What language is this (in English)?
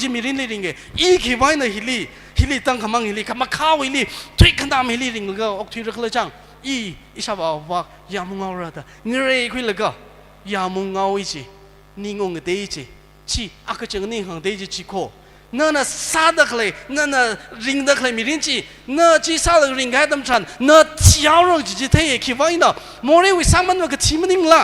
Tangkhul Naga (India)